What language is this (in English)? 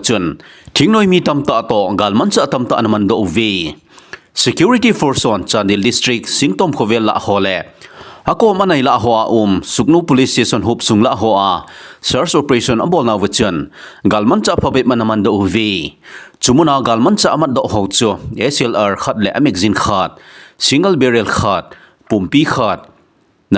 Thado Chin